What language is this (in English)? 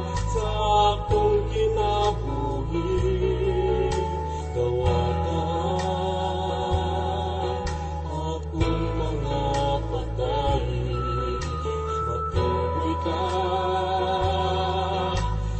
Cebuano